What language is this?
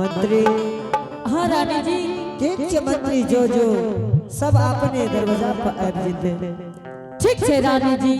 Angika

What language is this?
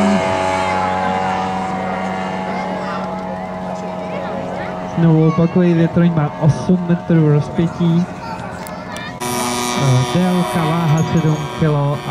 Czech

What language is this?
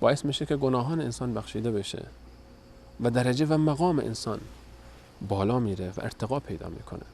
Persian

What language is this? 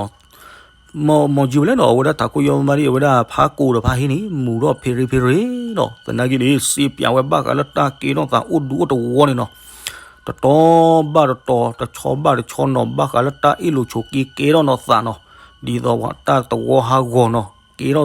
S'gaw Karen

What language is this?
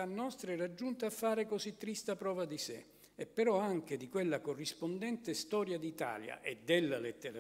Italian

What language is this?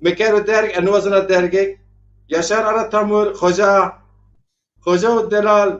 Zaza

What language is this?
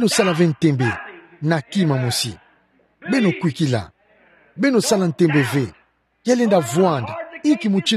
Kituba (Democratic Republic of Congo)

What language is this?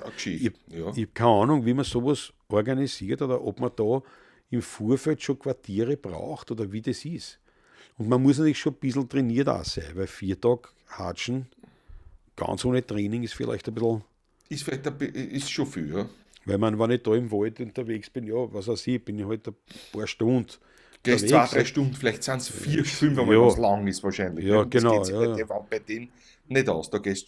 Bavarian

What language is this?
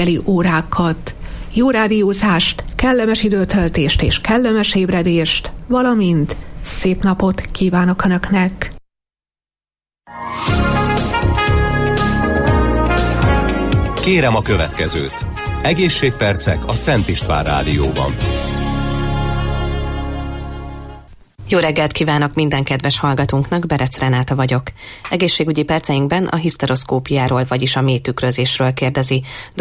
Hungarian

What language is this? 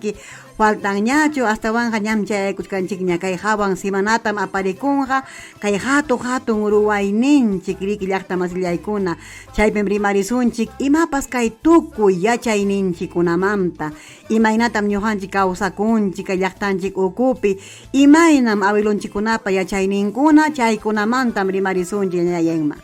Ayacucho Quechua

